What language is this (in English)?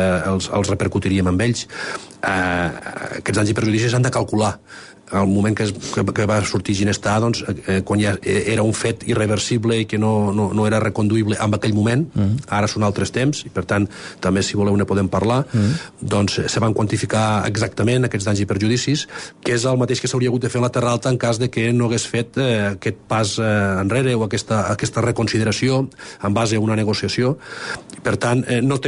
Catalan